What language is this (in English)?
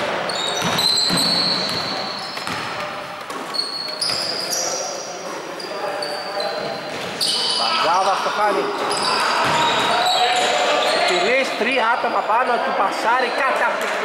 Greek